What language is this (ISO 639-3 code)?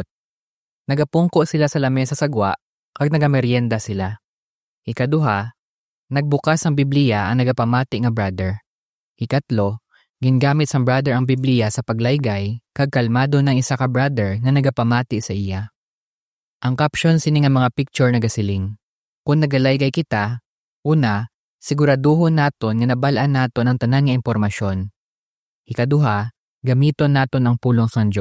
hil